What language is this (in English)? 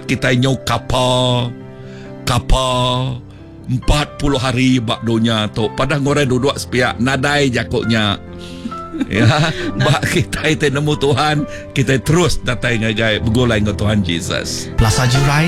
Iban